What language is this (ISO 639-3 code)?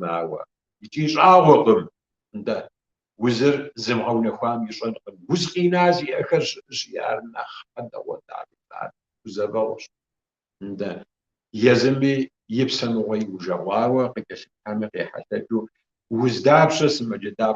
kbd